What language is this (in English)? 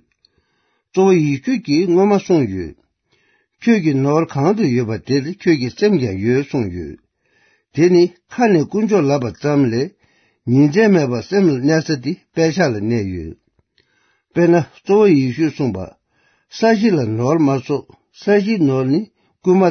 Tibetan